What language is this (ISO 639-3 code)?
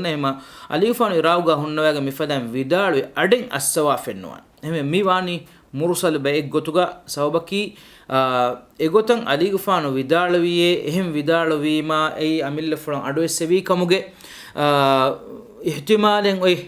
div